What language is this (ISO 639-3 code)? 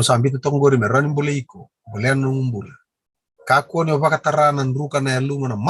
fij